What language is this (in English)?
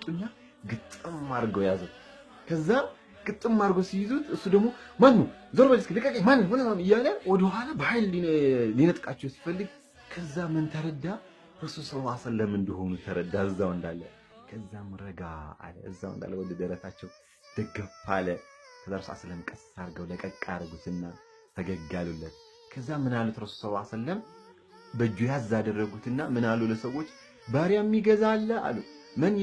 Amharic